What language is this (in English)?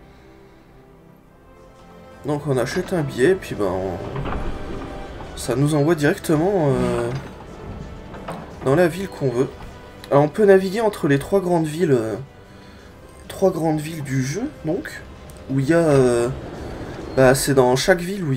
French